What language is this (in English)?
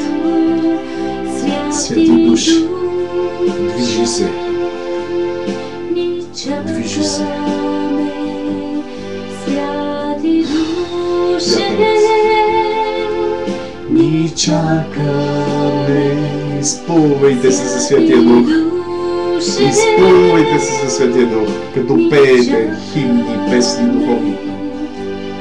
Bulgarian